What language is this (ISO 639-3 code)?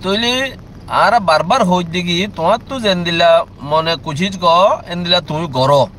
rhg